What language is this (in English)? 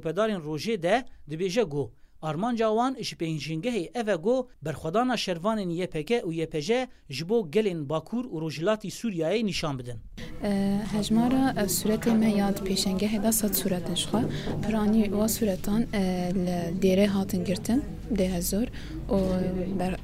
Kurdish